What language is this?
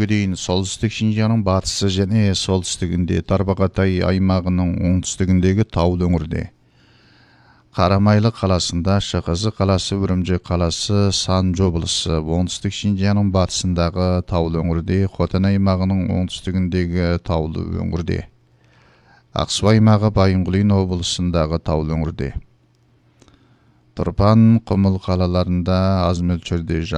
Kazakh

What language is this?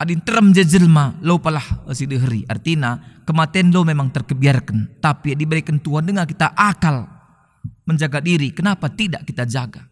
Batak Karo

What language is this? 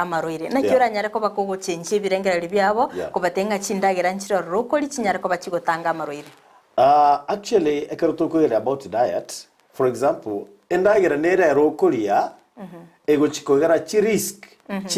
Gusii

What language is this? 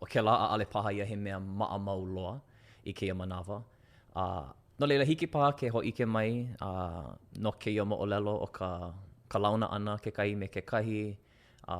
Hawaiian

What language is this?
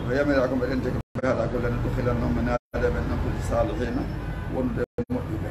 Fula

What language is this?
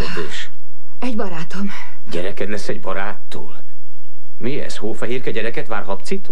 Hungarian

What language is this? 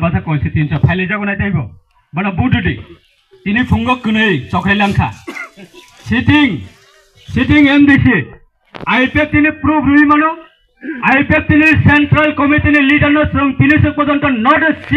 Kok Borok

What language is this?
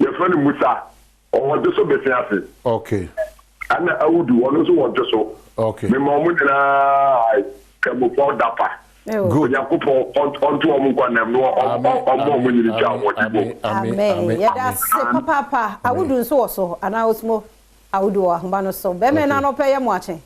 Akan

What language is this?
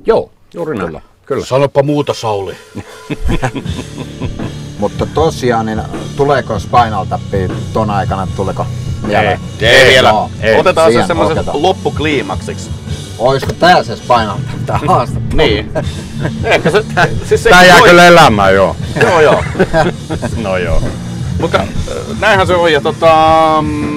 Finnish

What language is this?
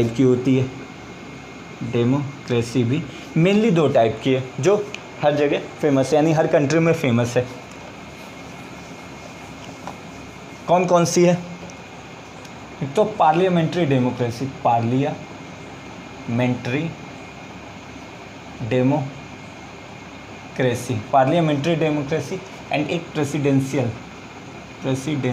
Hindi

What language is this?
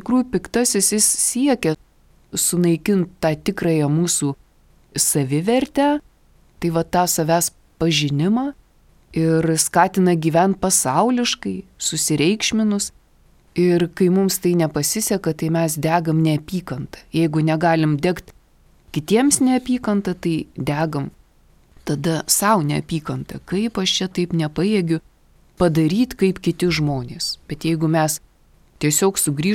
Lithuanian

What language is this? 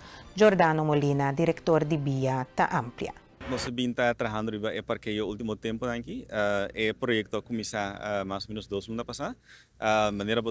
Papiamento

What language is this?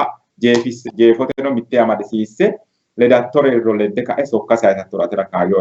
Sidamo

